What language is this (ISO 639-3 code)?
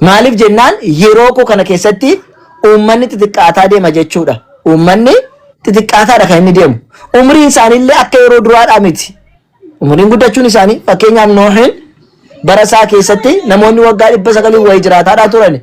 orm